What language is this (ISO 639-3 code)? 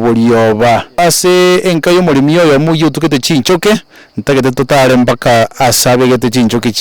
guz